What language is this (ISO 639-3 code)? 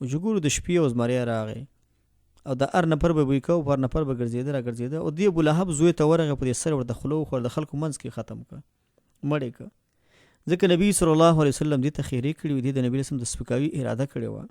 pus